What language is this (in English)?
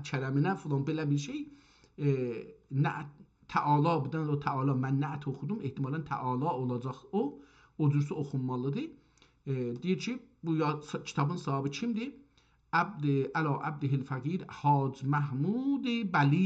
South Azerbaijani